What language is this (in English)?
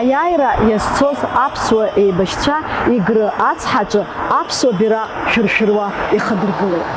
Abkhazian